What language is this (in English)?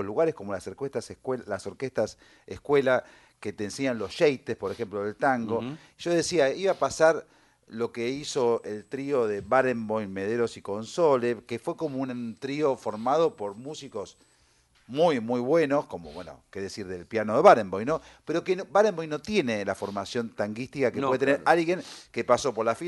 Spanish